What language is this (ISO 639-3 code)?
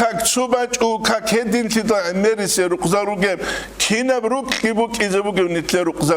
ava